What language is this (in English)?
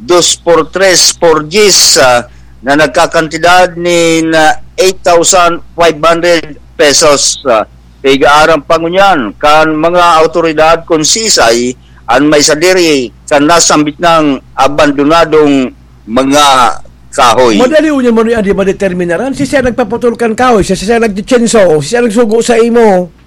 Bikol